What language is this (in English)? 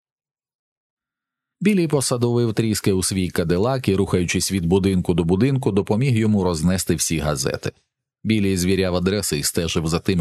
Ukrainian